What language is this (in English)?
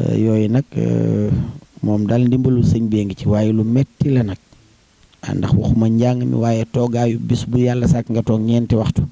Wolof